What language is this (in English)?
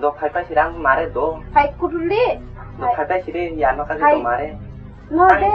Kok Borok